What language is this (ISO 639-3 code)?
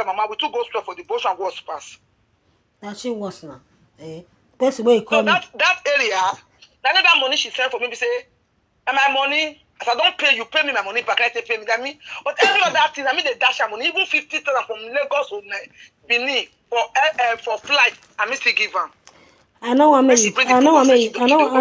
pcm